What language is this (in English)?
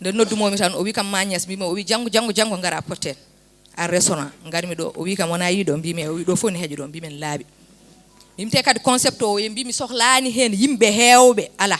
Fula